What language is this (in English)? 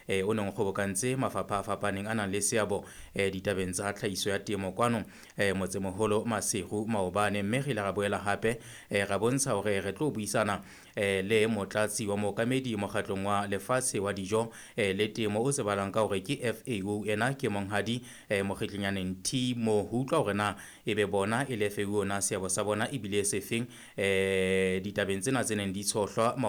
Southern Sotho